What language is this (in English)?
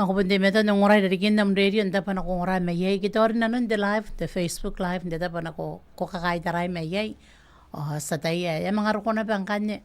Gilbertese